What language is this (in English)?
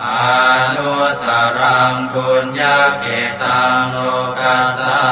Pali